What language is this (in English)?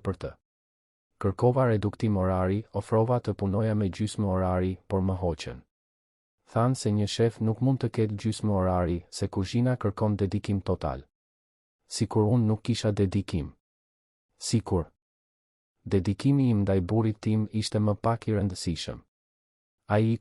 Albanian